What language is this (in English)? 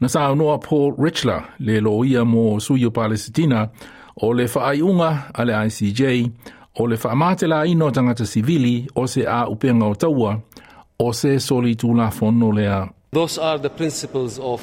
Samoan